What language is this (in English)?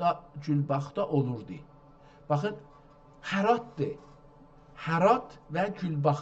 South Azerbaijani